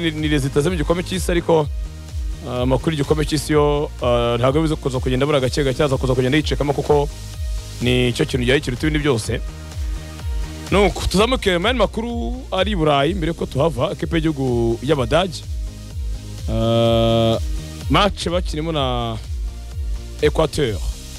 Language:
Kinyarwanda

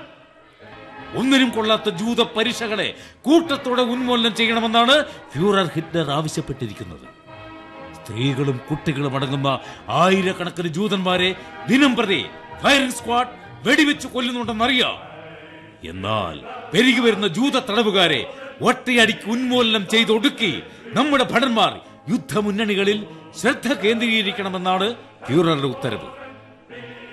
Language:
Malayalam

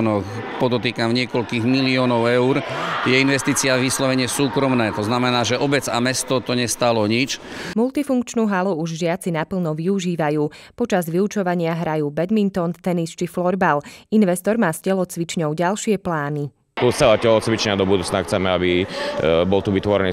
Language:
Slovak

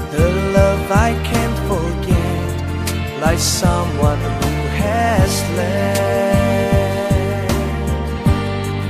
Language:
English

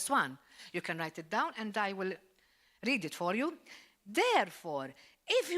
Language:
English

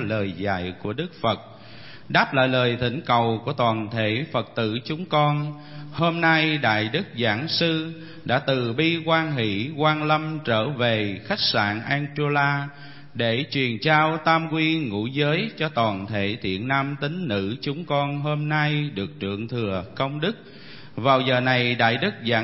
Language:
Vietnamese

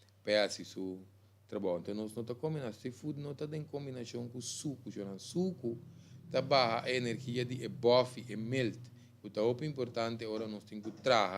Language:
Papiamento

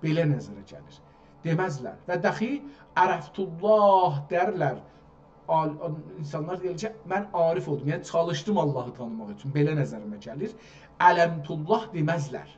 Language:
South Azerbaijani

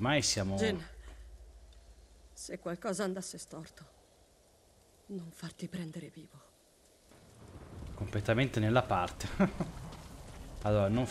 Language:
Italian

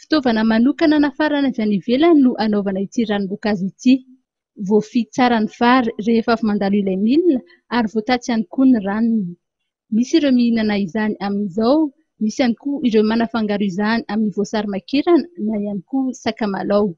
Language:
Malagasy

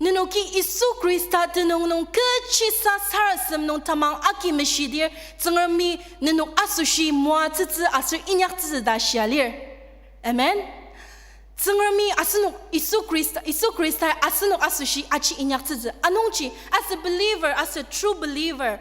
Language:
Ao Naga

